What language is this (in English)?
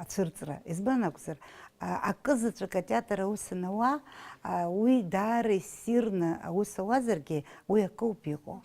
Abkhazian